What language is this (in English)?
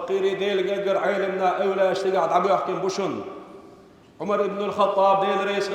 Chechen